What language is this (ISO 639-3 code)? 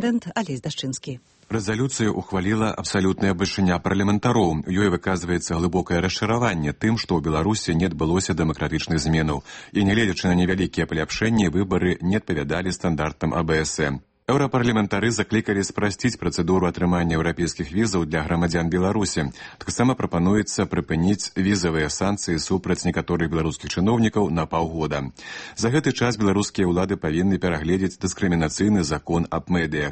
bel